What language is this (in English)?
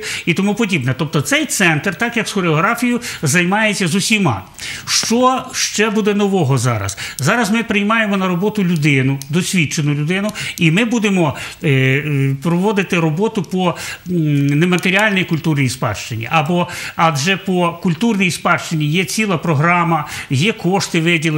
Ukrainian